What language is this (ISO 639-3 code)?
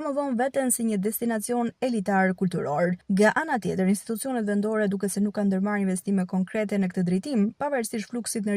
sqi